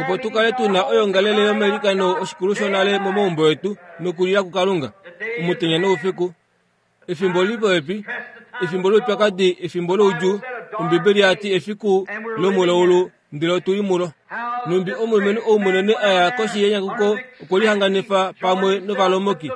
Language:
Kuanyama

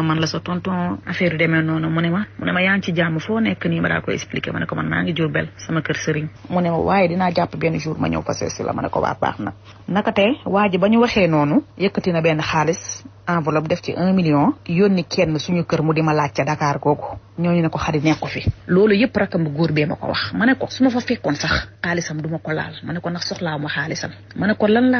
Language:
Wolof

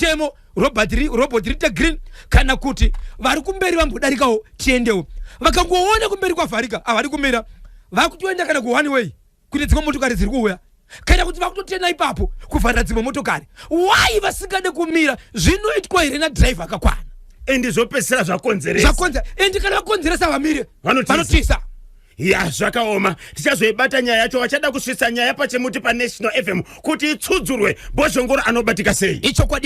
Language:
Shona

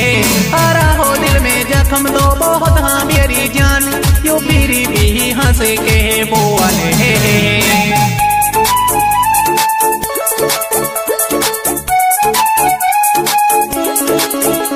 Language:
Hindi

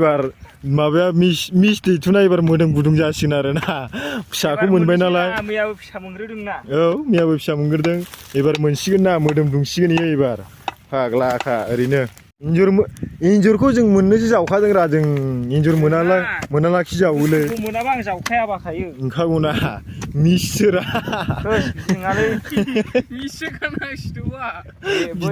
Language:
Bodo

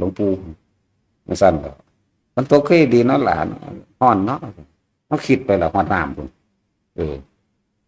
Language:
Northeastern Thai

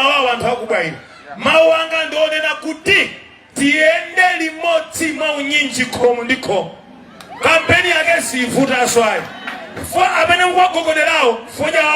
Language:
Nyanja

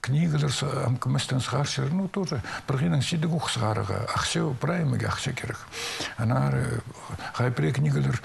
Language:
Khakas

